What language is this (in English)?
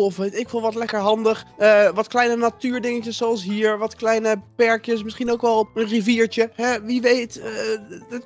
Dutch